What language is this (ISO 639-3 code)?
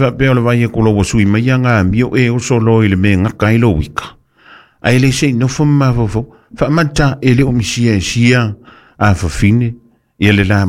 smo